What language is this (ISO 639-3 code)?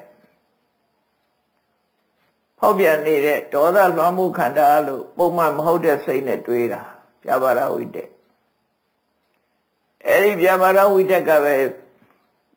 mya